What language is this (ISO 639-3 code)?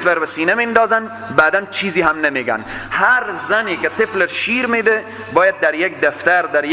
fas